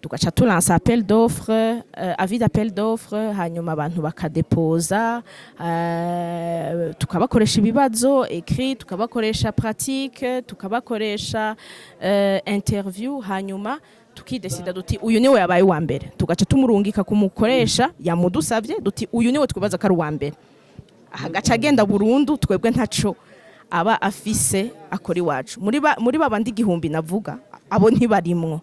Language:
Rundi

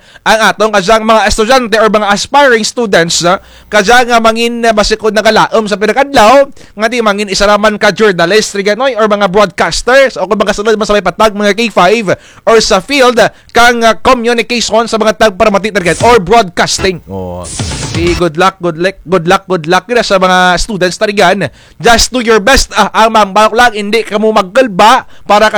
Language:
Kinaray-a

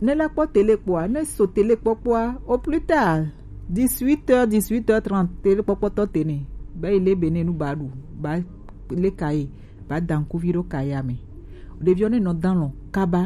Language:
Gen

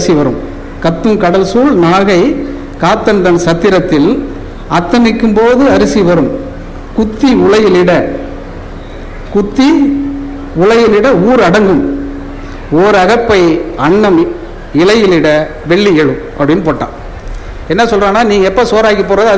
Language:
Tamil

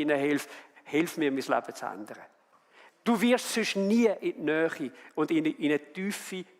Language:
Swiss German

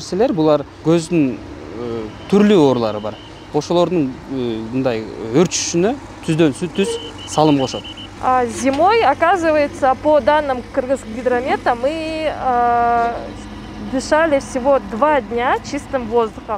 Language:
Kyrgyz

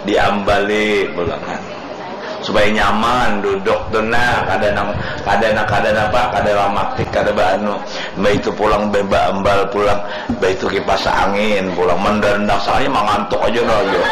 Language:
Banjar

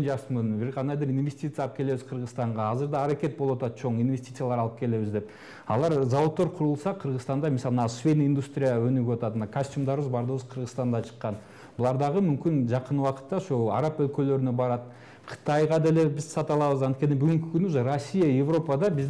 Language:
Kyrgyz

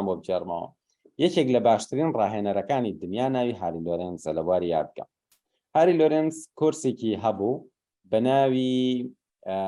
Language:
Central Kurdish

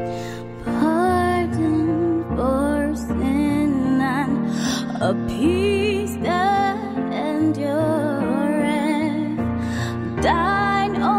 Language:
English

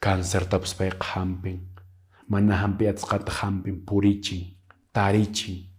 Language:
Quechua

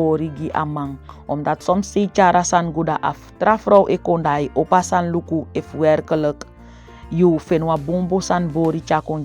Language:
Saramaccan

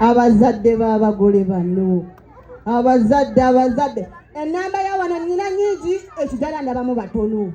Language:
Ganda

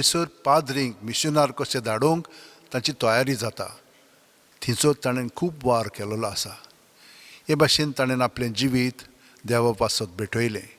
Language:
Konkani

